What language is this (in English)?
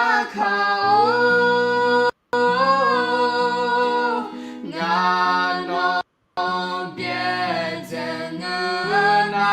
Akha